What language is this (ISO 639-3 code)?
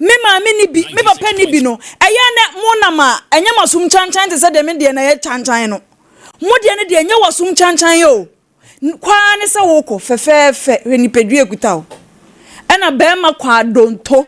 aka